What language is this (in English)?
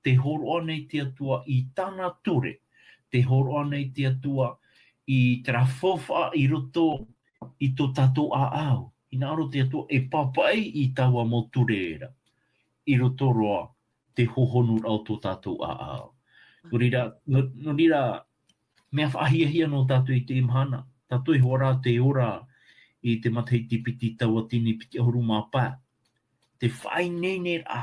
Tahitian